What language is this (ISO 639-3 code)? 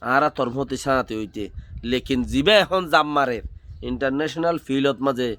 rhg